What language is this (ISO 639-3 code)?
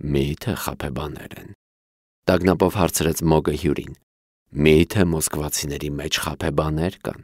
hye